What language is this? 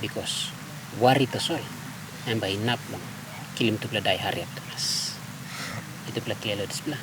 Tok Pisin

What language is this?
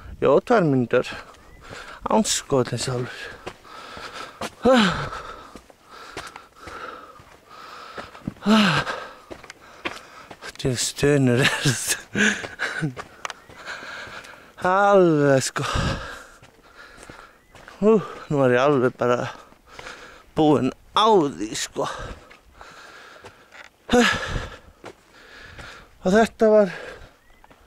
Icelandic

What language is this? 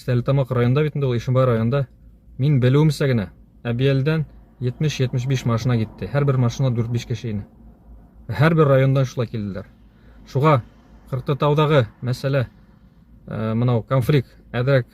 Bashkir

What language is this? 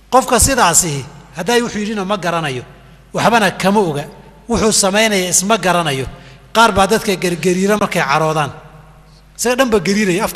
Somali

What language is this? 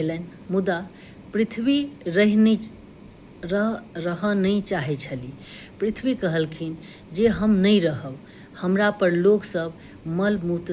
Maithili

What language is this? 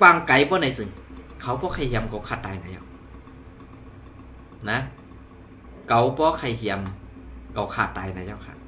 Shan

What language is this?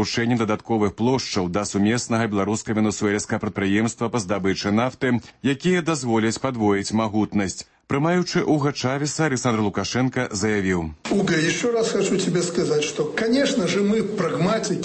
Belarusian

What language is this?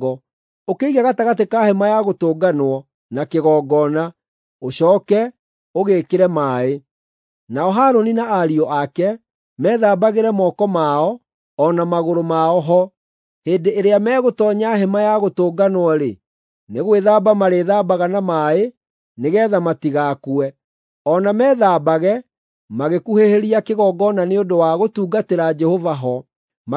Kikuyu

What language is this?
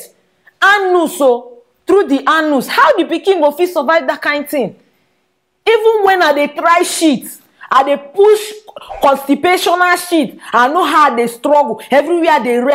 Nigerian Pidgin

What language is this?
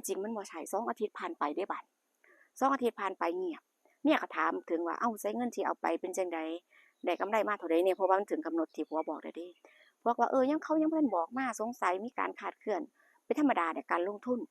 Northeastern Thai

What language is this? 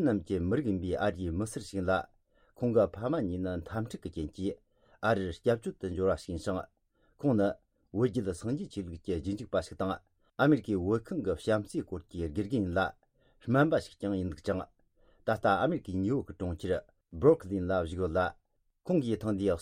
Tibetan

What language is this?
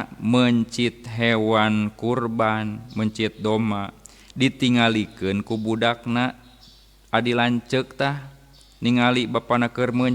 Sundanese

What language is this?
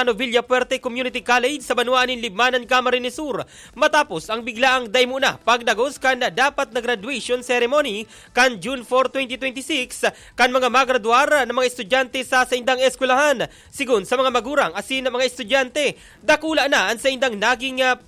Bikol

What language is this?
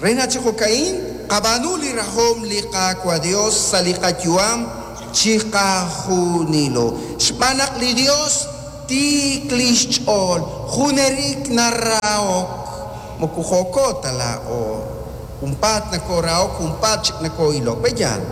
Kekchí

